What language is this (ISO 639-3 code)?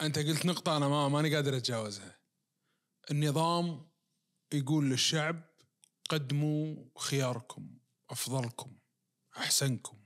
ars